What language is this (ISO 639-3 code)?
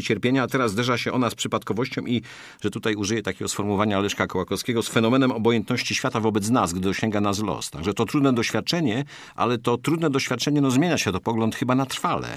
pol